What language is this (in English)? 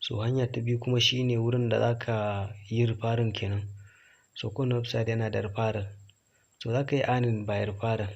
Hausa